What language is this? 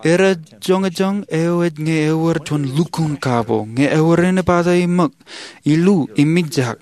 Marshallese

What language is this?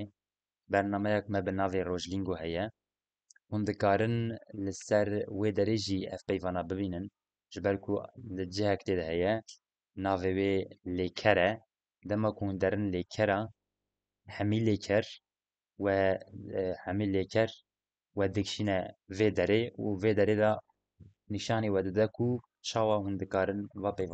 Kurdish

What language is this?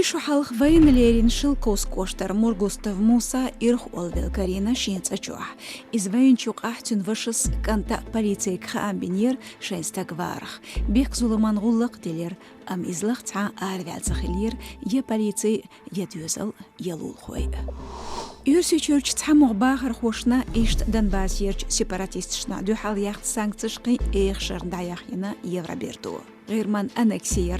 Chechen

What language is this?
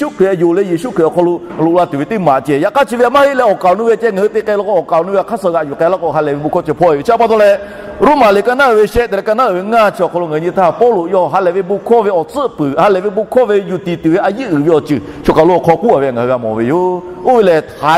Lahu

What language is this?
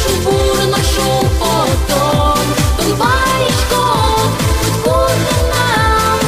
Udmurt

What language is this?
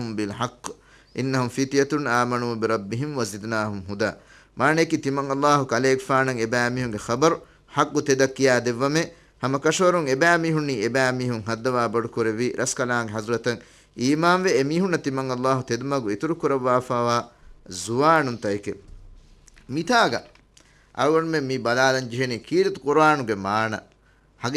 Divehi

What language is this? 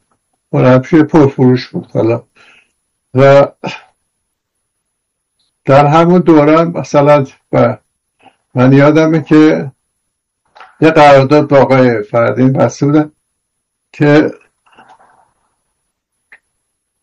Persian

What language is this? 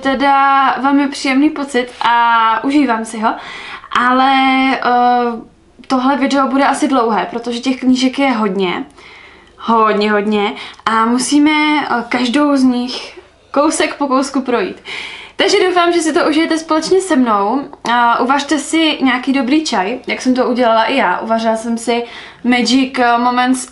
Czech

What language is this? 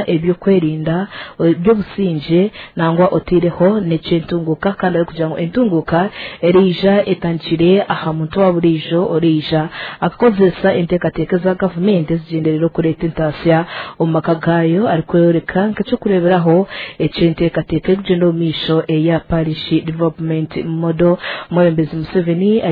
Nyankole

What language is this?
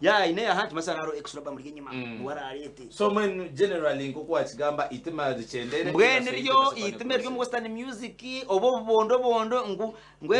Nyankole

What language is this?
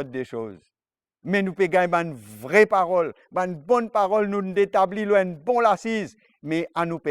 Morisyen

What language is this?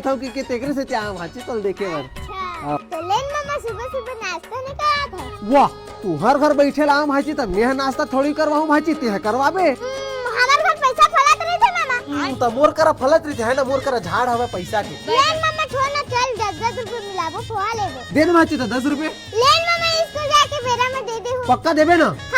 Chhattisgarhi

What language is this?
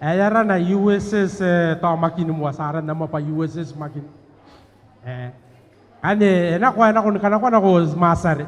Gilbertese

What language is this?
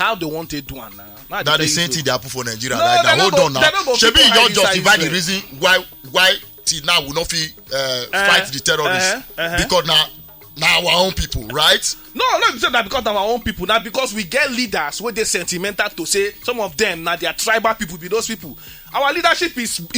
Nigerian Pidgin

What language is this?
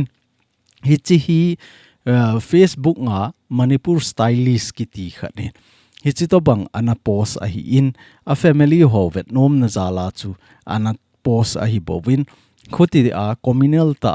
Thado Chin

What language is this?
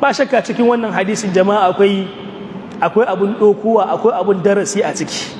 Hausa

